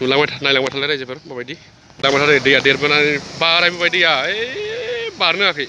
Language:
Bodo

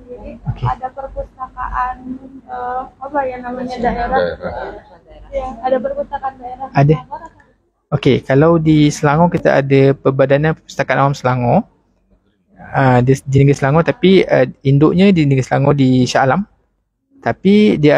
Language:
Malay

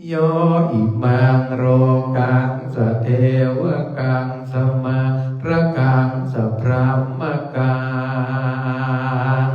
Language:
Pali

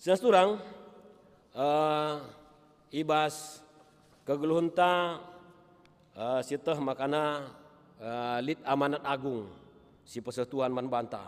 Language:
Batak Karo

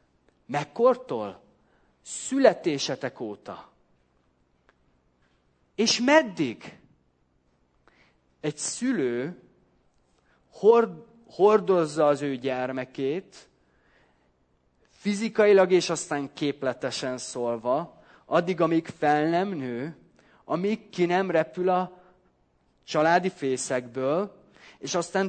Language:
Hungarian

